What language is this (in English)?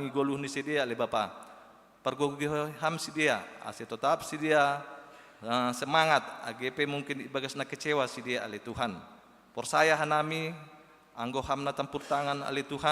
Batak Simalungun